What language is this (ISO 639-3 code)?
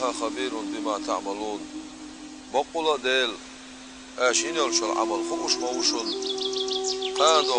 che